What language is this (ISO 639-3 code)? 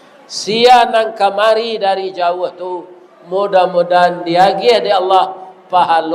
min